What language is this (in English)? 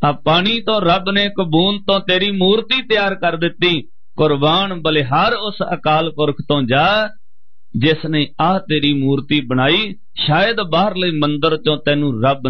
Punjabi